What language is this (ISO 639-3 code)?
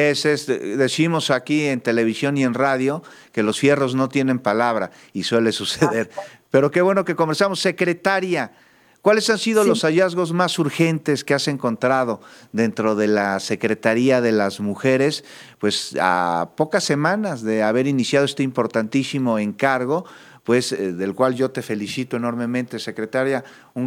spa